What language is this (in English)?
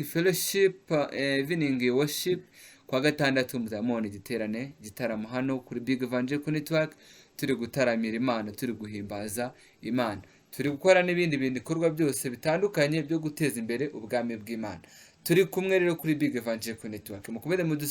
Kinyarwanda